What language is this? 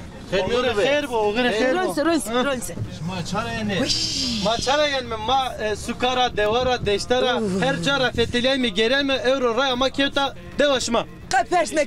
Zaza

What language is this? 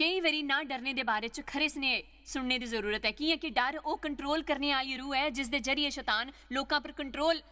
Dogri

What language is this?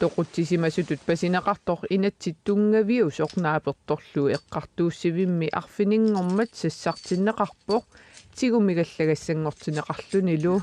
Kalaallisut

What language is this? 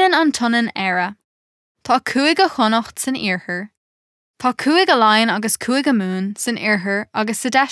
Irish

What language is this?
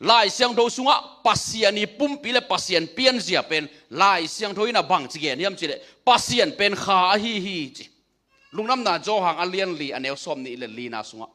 Tedim Chin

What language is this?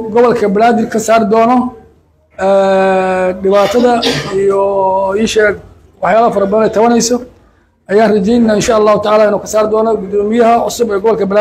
Somali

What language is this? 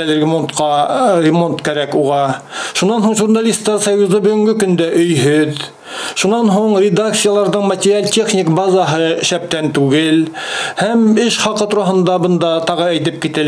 Bashkir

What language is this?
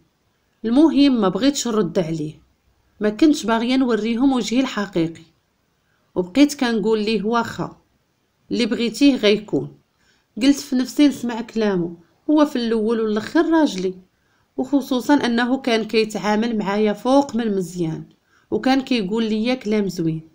Moroccan Arabic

